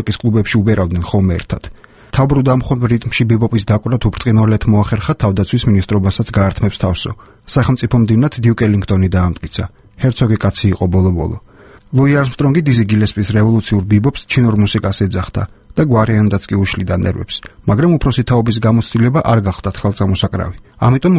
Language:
Georgian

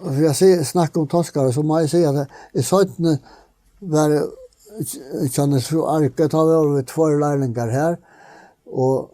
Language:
Faroese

